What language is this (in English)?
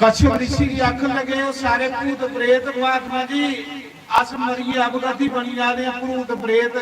Dogri